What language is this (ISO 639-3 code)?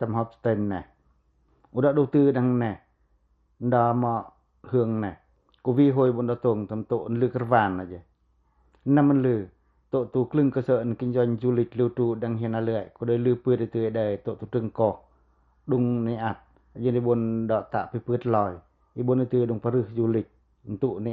pac